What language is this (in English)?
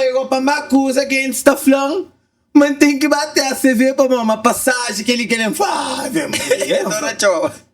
Kabuverdianu